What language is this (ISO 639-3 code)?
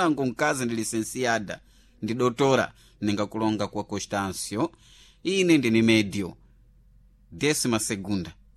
seh